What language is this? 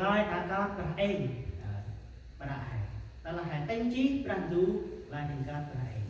Central Mnong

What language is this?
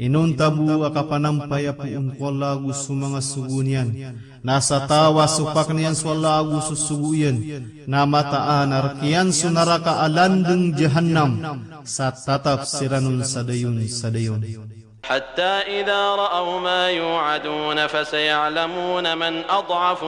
Maranao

